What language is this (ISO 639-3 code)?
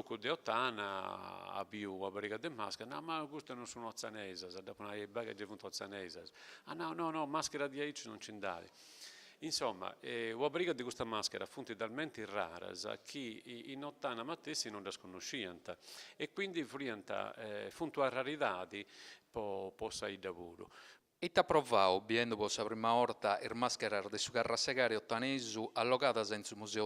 srd